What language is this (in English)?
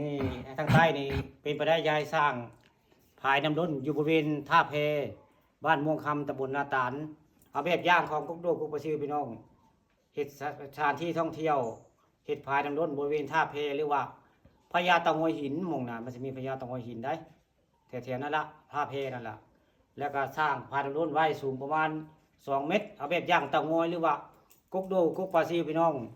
Northeastern Thai